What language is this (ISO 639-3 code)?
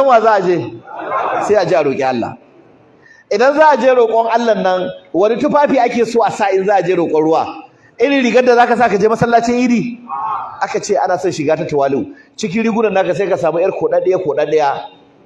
hau